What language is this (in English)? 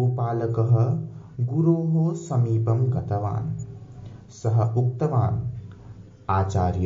Sanskrit